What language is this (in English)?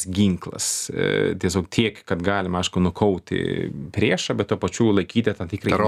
Lithuanian